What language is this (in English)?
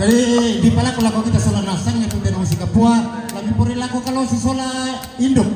Toraja-Sa'dan